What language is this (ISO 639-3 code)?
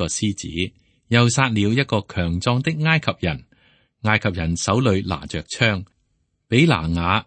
yue